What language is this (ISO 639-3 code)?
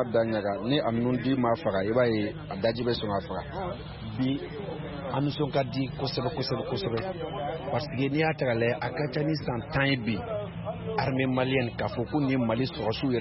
bam